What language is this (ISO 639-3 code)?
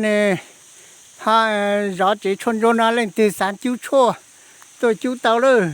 hmn